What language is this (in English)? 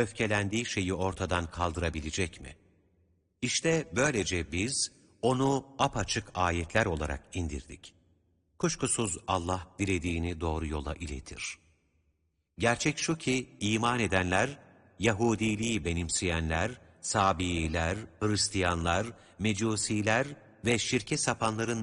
Turkish